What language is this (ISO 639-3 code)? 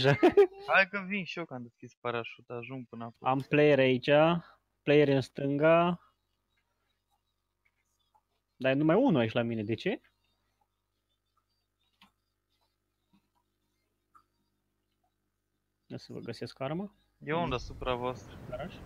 ron